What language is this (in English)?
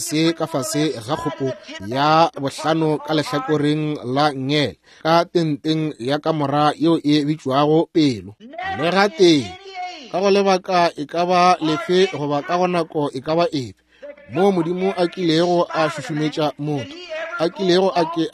Northern Sotho